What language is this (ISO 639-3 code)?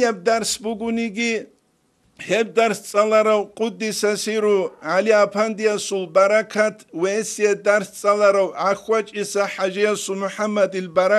ava